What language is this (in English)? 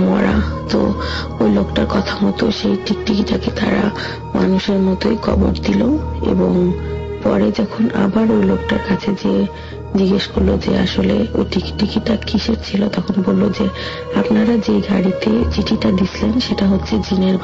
Bangla